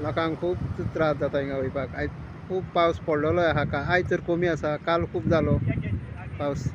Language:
Konkani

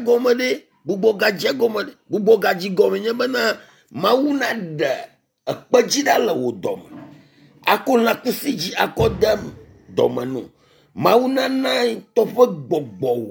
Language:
Ewe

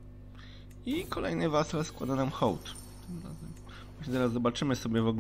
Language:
Polish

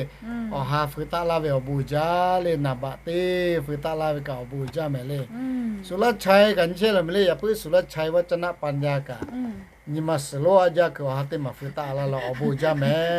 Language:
Lahu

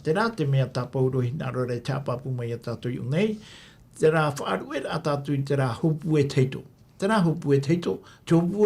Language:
Tahitian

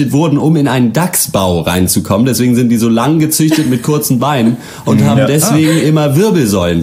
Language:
German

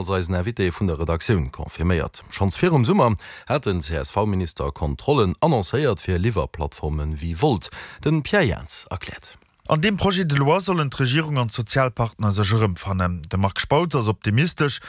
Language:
Luxembourgish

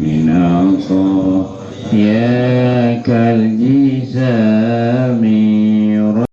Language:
Madurese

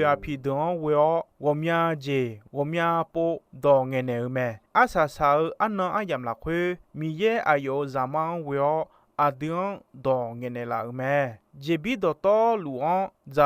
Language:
Akha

